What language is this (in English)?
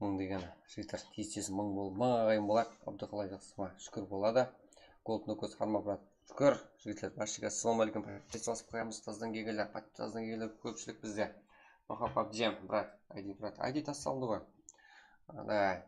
Kara-Kalpak